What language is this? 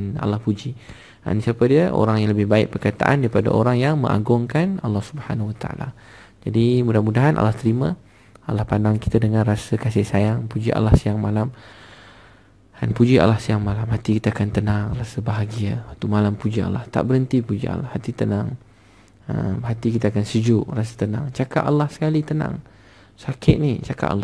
Malay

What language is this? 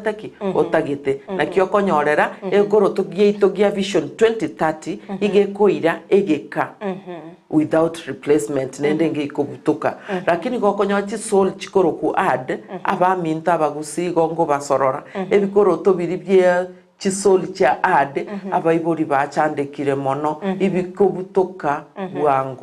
Gusii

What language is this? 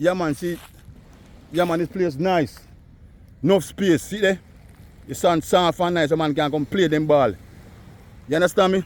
Jamaican Creole English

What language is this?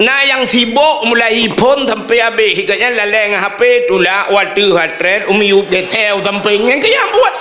Achinese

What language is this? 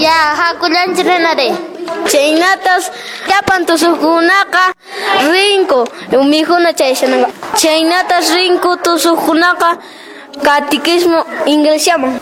Quechua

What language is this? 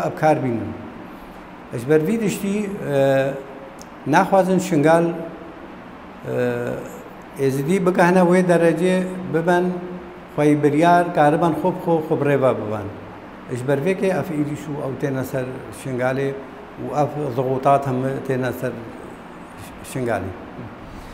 Kurdish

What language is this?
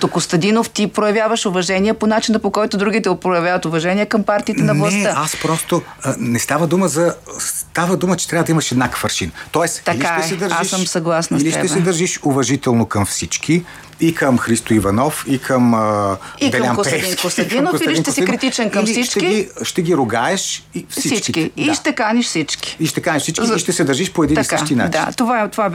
Bulgarian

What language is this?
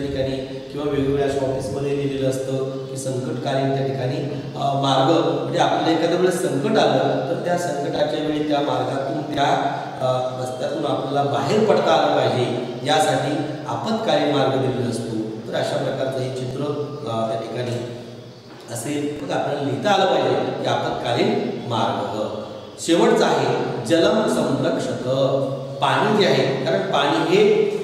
Marathi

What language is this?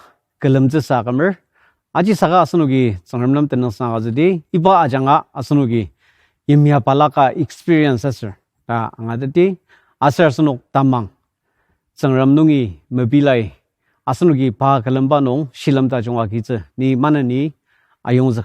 Ao Naga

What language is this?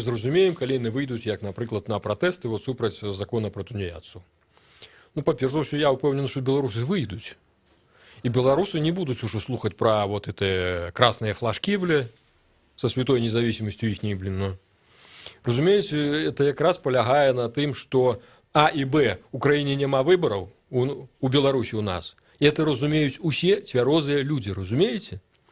Belarusian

